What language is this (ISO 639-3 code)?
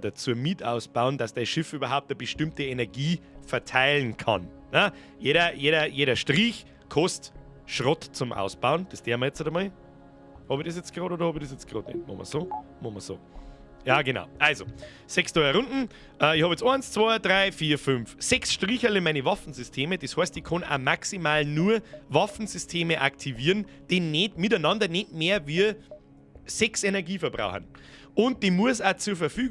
bar